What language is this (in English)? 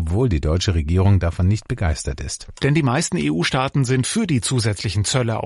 German